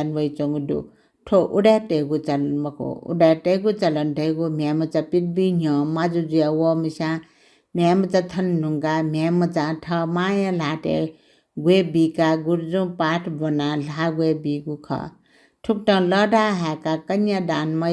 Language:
Newari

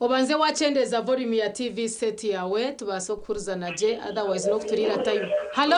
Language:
Nyankole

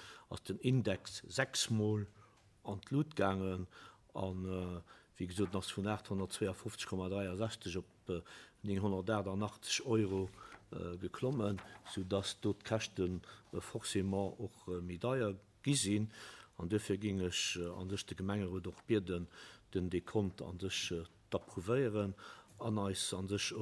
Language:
Luxembourgish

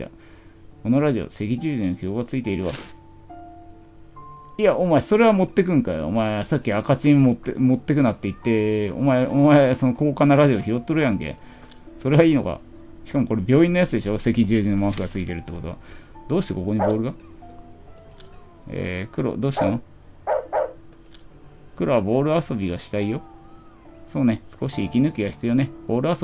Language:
Japanese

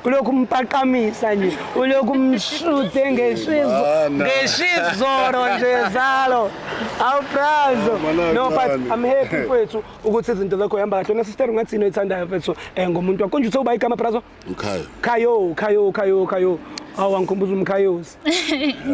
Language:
Zulu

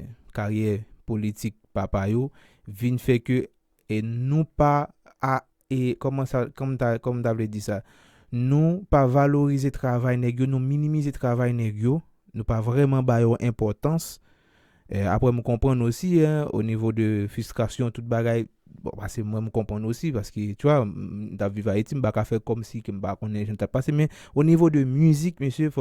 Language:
Haitian Creole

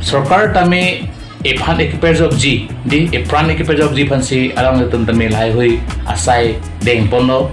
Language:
Karbi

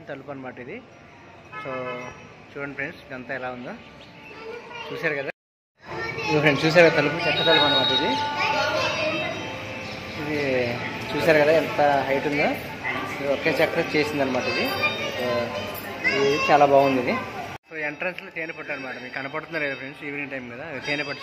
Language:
Telugu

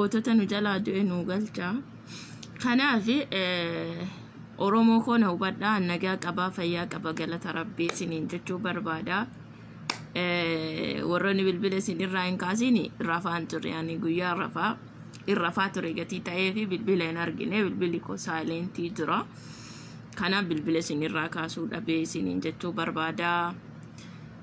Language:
Oromo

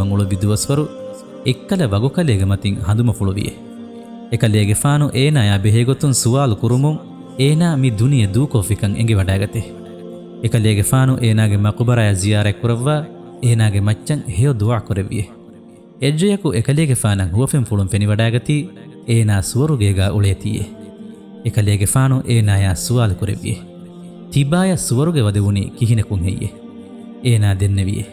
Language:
Divehi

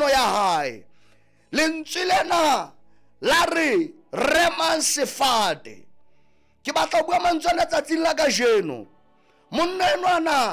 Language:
Southern Sotho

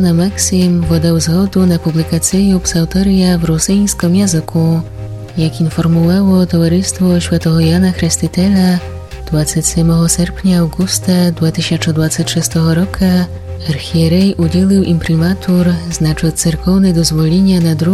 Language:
Rusyn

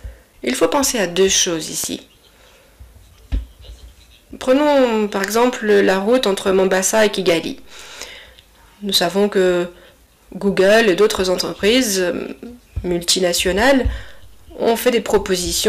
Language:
French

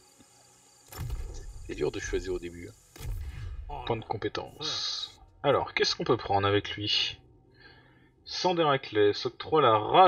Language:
French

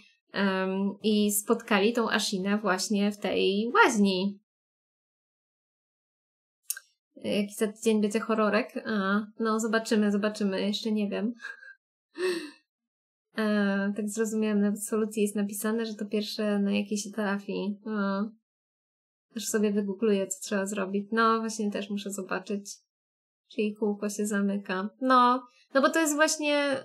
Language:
Polish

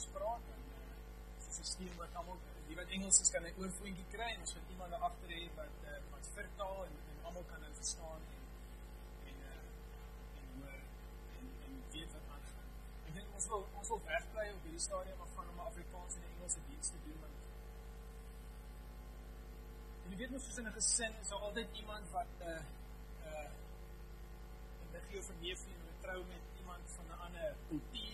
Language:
Afrikaans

